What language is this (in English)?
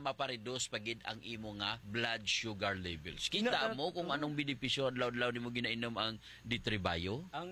Hiligaynon